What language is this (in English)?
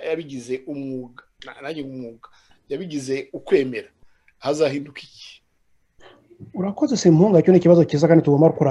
Kinyarwanda